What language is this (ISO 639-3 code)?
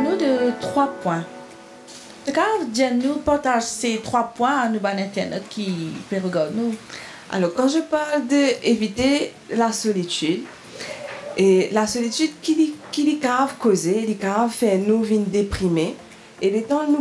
mfe